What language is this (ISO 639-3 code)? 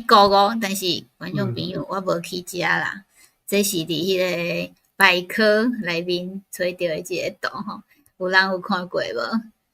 nan